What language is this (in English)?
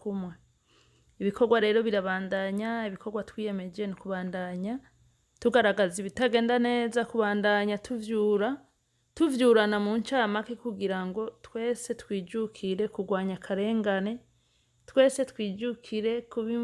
Rundi